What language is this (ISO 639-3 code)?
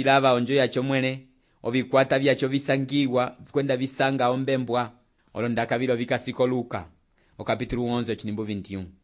umb